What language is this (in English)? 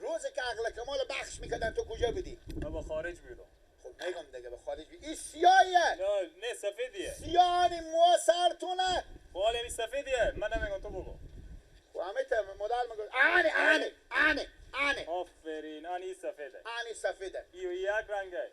Persian